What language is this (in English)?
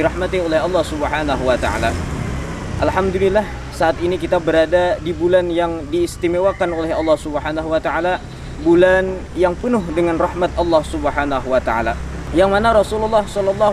Banjar